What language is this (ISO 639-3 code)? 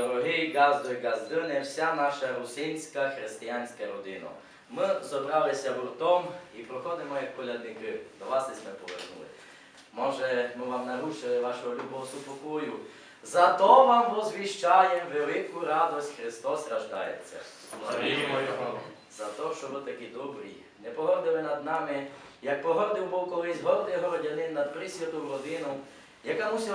rue